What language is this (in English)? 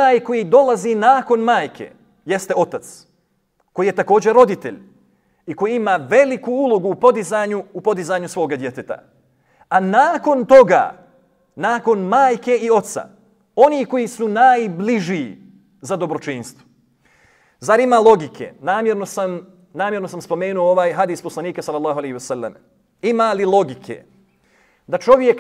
Bosnian